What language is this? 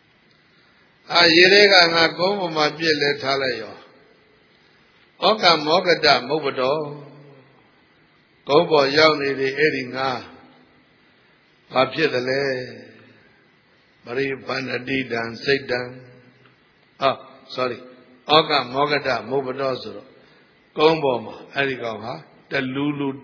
Burmese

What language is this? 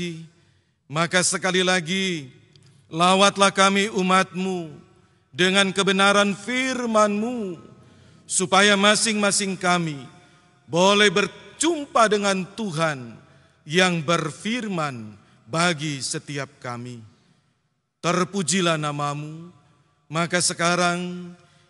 Indonesian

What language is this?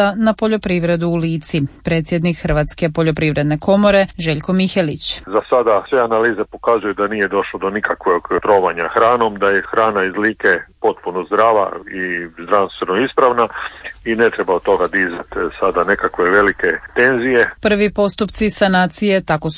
Croatian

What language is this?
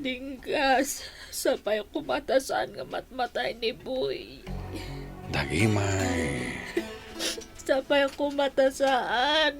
Iloko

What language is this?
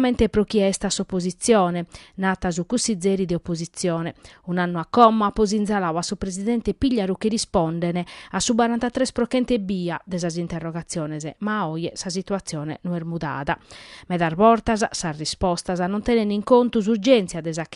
Sardinian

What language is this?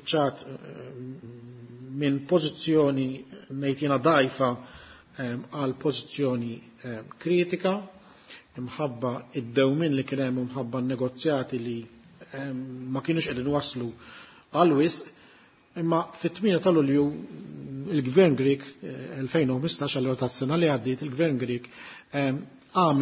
Maltese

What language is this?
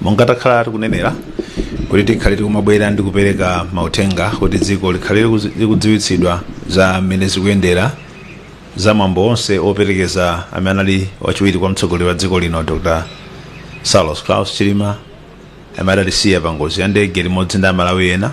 Nyanja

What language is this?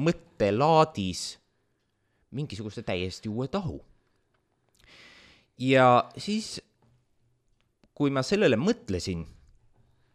Estonian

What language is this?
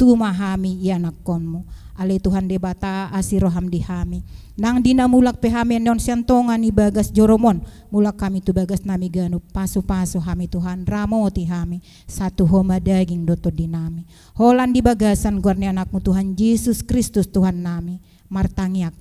Batak Toba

